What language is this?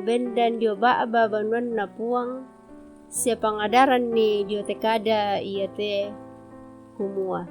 Toraja-Sa'dan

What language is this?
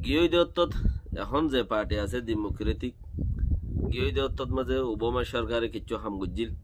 Rohingya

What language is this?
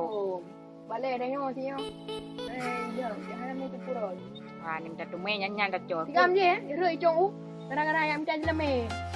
Achinese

